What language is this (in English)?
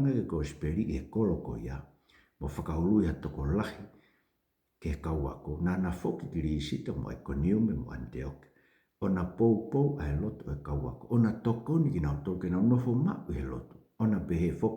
Tongan